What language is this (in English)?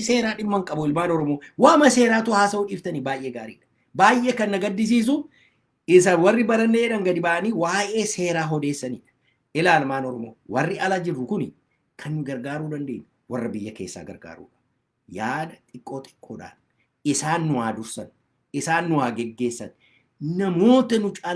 Oromo